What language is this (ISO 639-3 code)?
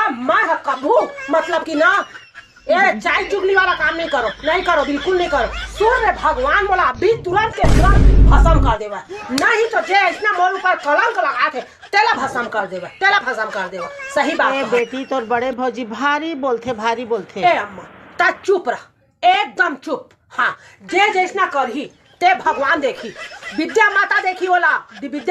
hne